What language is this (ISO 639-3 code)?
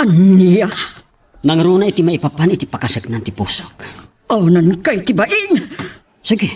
ilo